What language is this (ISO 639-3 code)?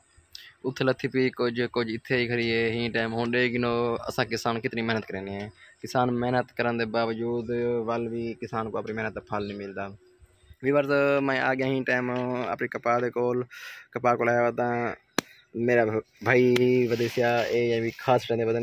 skr